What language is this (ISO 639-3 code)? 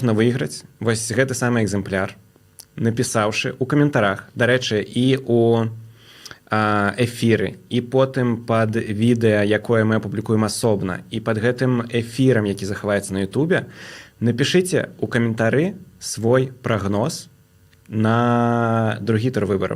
bel